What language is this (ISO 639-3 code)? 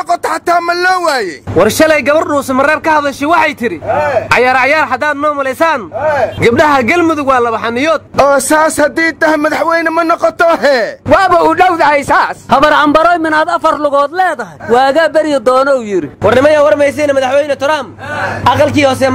som